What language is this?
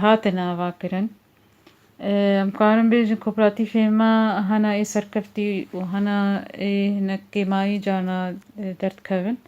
Kurdish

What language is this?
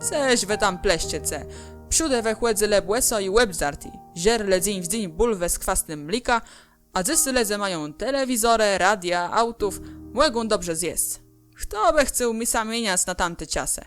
Kashubian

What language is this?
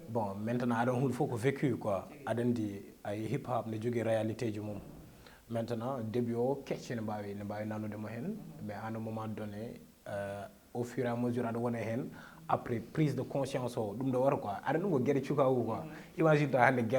Fula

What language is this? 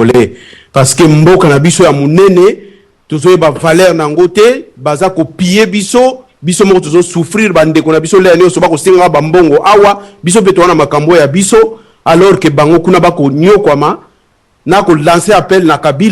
Lingala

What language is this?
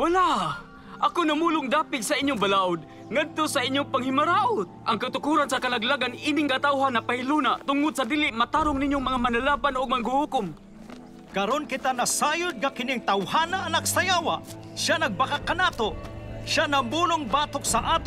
Cebuano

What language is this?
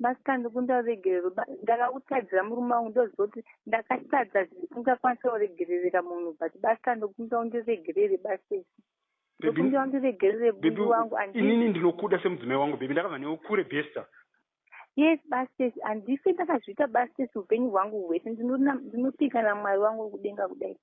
Shona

